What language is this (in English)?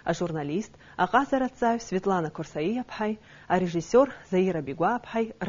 Abkhazian